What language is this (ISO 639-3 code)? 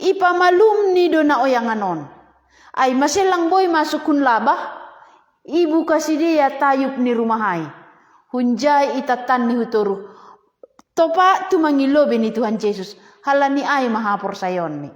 bts